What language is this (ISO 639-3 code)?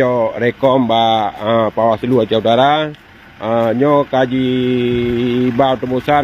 ace